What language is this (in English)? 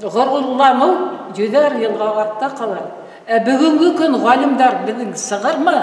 Bashkir